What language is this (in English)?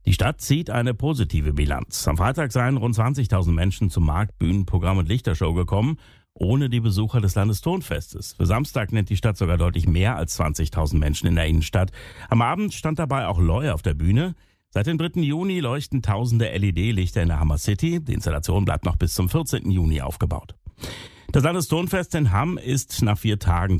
German